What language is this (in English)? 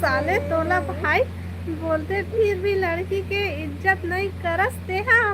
Chhattisgarhi